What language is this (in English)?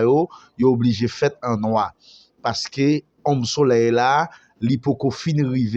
Haitian Creole